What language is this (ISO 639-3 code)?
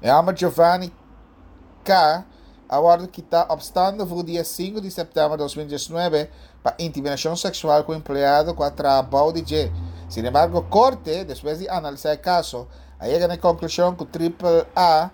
pap